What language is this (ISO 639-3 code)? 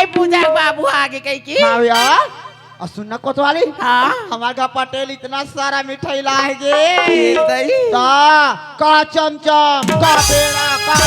hne